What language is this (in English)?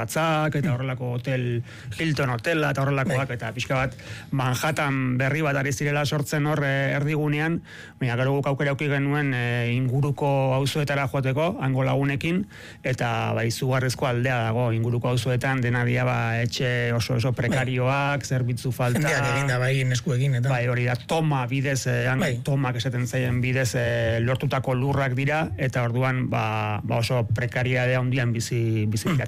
Basque